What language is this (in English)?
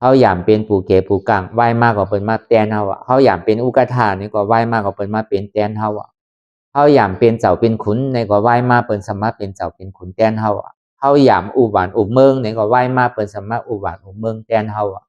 Lü